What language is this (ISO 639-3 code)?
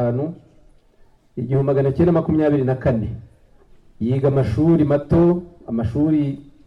kin